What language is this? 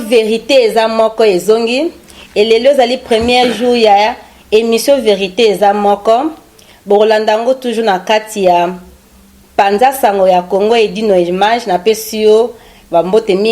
Lingala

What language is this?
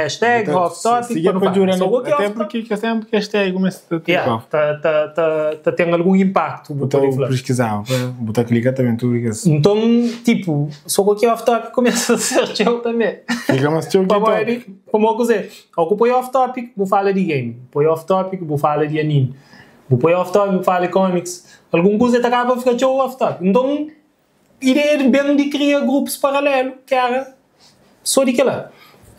Kabuverdianu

